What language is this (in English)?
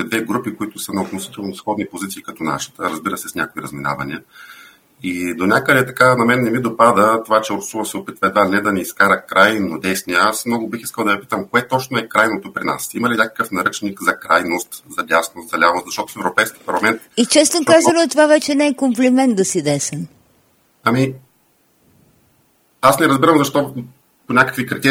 Bulgarian